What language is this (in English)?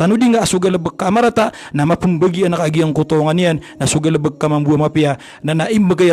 Maranao